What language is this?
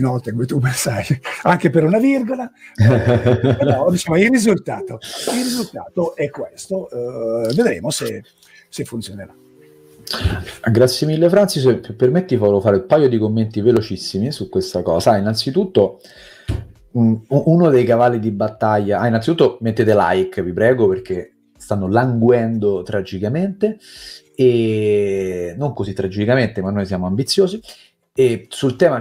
Italian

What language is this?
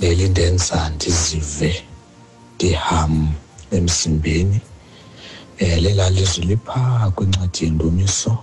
Xhosa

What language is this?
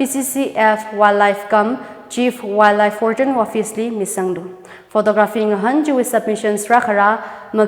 Tangkhul Naga (India)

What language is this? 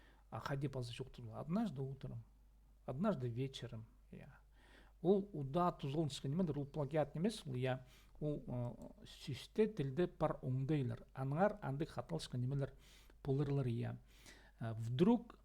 Khakas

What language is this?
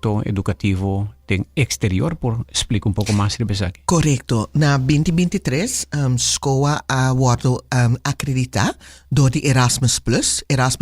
Papiamento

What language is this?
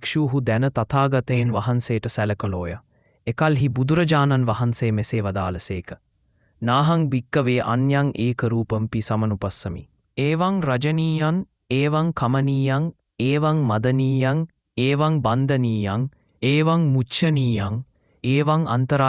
Sinhala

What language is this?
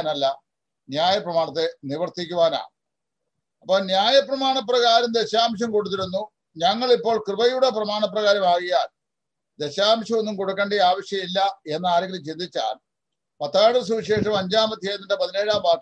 Malayalam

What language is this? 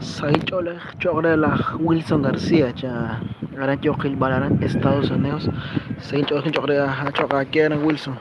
Kekchí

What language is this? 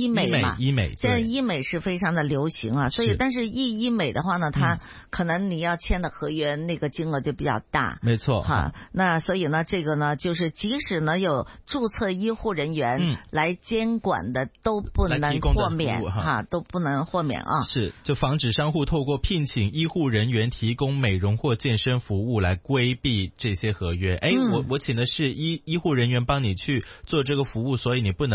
Chinese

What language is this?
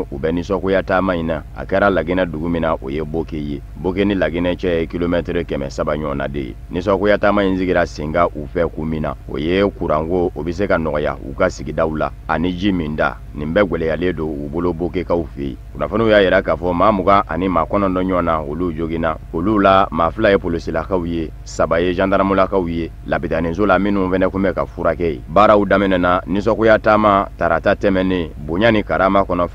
Bambara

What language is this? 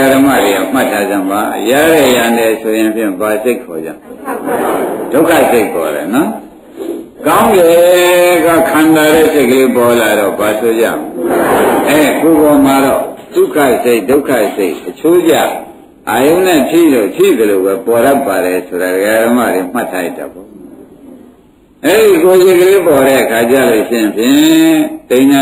Burmese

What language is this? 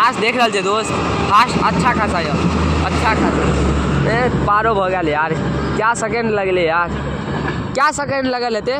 Maithili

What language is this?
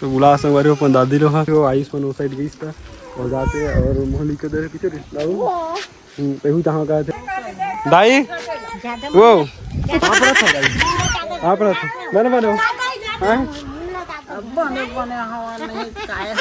Chhattisgarhi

